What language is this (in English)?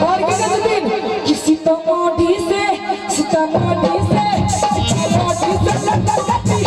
Maithili